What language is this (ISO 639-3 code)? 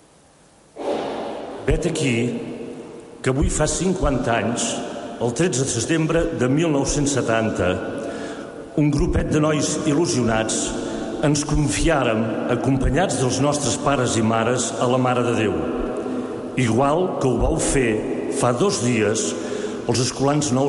cat